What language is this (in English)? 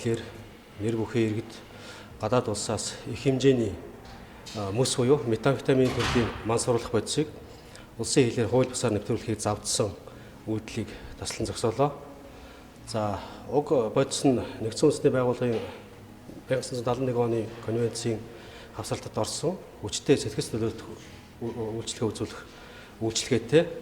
Mongolian